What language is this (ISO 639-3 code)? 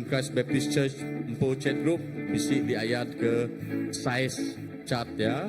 iba